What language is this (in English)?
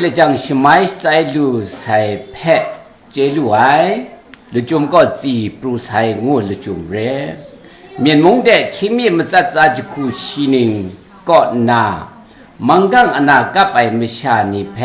Kachin